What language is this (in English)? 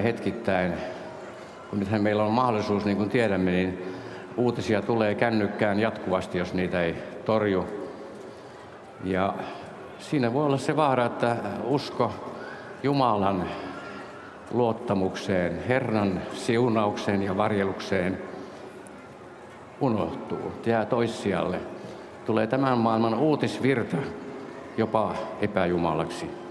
Finnish